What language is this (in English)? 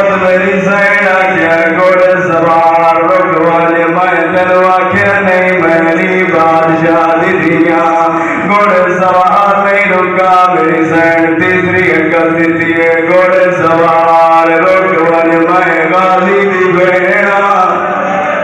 Saraiki